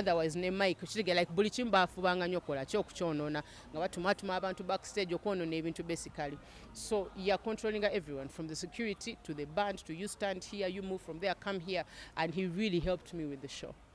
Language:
Ganda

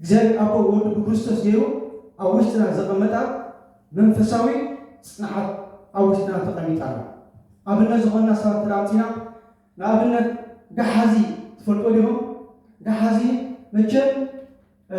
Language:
Tigrinya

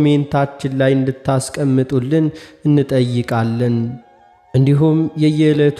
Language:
Amharic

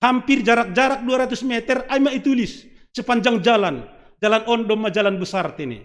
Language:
Batak Simalungun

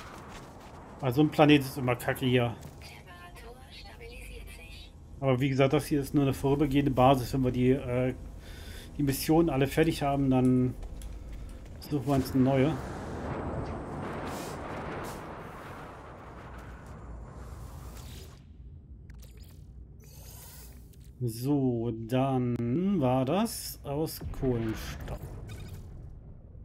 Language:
German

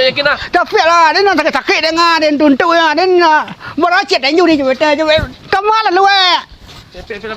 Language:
Minangkabau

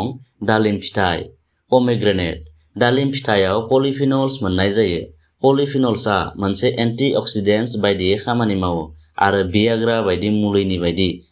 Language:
Bodo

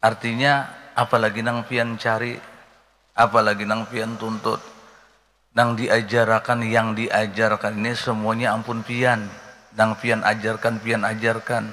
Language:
Banjar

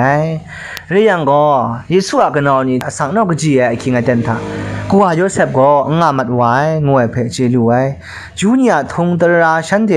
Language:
Kachin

